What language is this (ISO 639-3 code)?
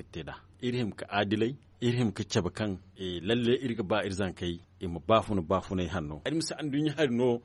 dje